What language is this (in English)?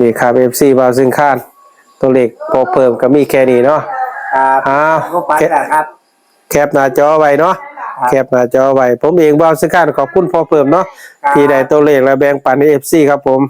Northeastern Thai